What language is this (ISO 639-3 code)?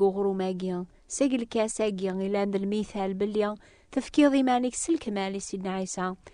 kab